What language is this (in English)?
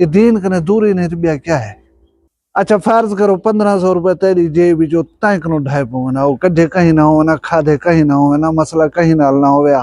Saraiki